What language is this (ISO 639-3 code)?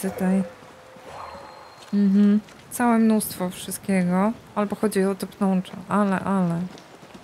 pol